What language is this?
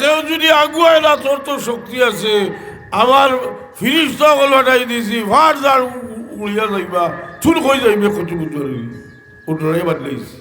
Sylheti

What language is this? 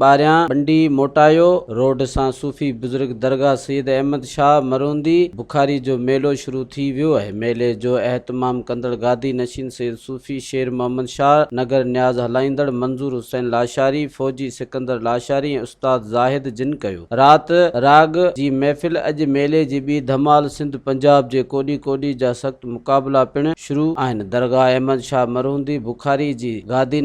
Sindhi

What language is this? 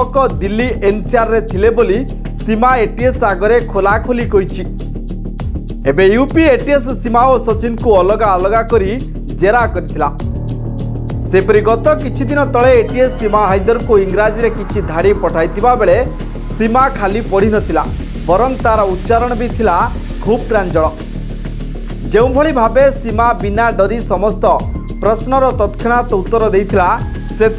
Odia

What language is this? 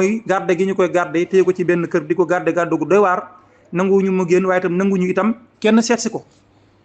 Wolof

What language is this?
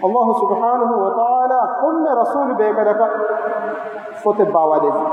Divehi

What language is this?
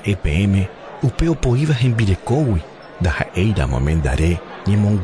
Guarani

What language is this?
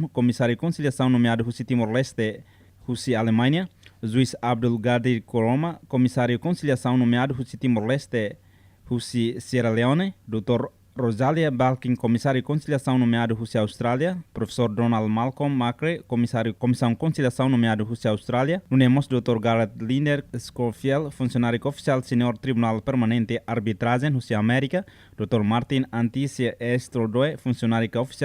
Tetum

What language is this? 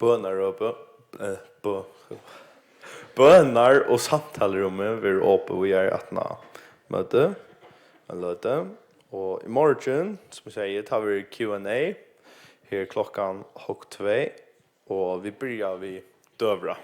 Faroese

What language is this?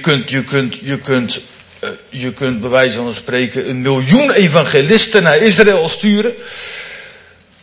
Dutch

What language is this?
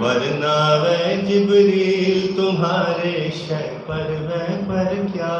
Saraiki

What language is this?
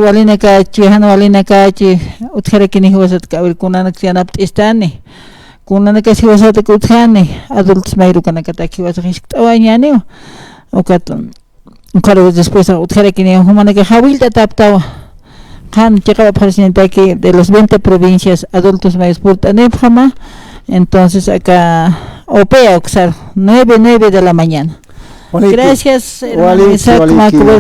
Aymara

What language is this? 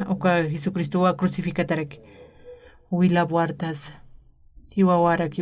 Aymara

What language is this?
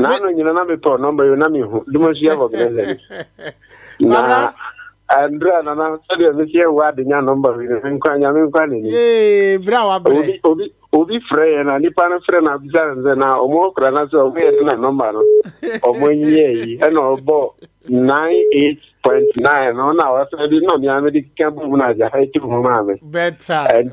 Akan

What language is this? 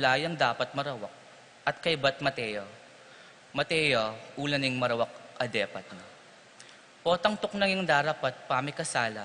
Pampanga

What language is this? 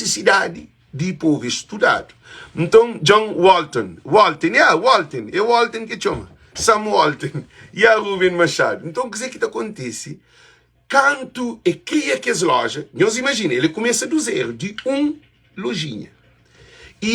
Kabuverdianu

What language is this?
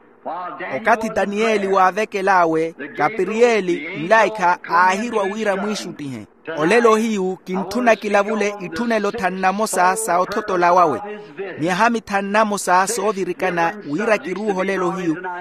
Makhuwa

